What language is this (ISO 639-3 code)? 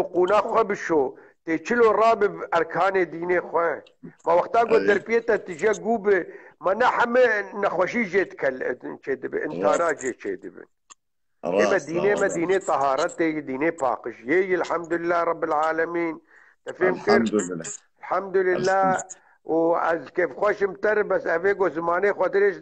kur